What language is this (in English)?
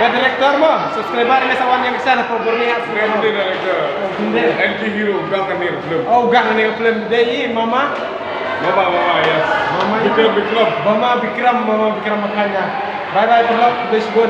Khasi